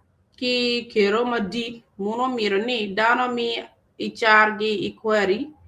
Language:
Acoli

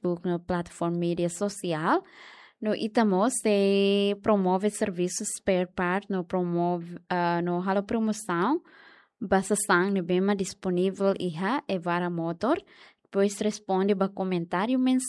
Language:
Tetum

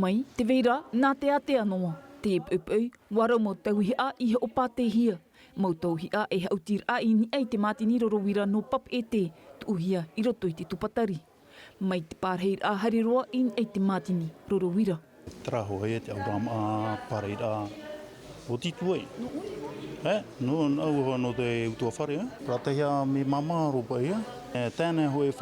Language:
Tahitian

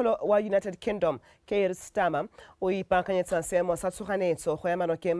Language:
Tswana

